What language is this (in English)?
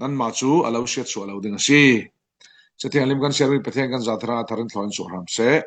Falam Chin